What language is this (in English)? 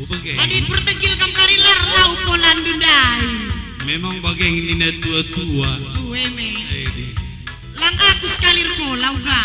Batak Karo